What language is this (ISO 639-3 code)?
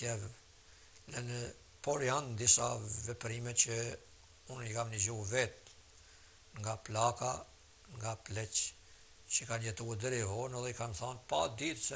sqi